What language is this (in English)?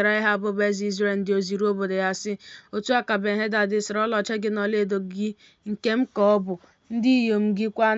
Igbo